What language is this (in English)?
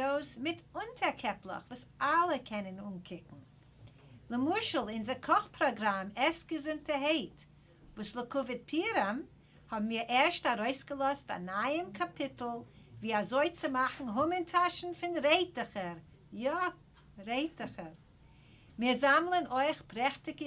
Yiddish